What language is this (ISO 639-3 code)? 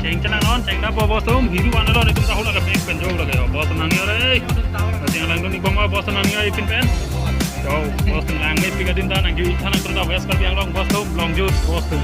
mjw